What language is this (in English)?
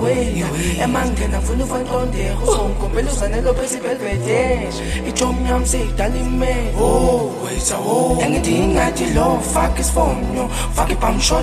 Zulu